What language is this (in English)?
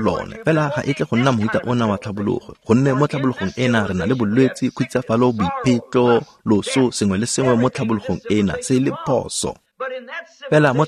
Tswana